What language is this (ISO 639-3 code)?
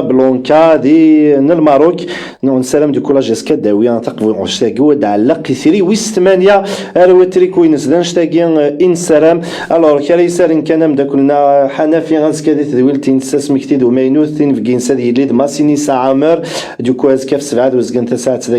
kab